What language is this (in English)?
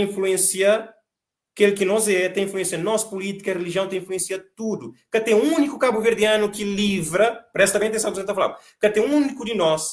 Kabuverdianu